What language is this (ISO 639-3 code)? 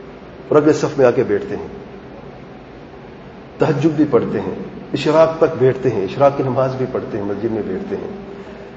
urd